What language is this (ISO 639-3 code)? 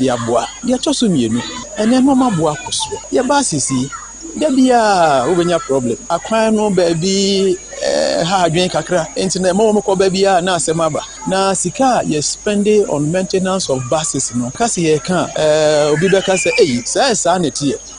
aka